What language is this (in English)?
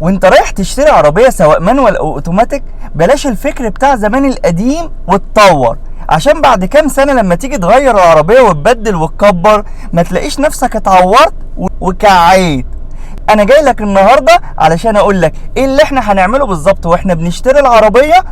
Egyptian Arabic